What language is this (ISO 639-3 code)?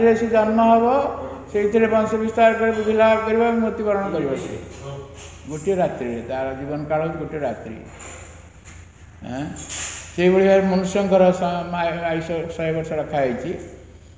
ori